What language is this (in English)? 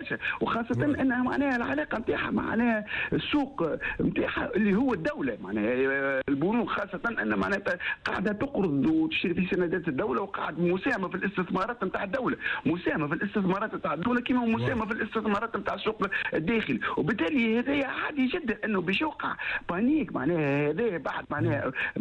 Tunisian Arabic